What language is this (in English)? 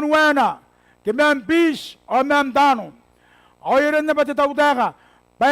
Gilbertese